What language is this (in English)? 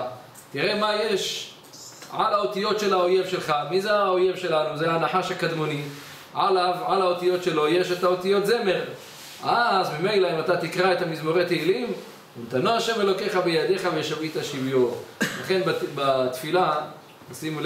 Hebrew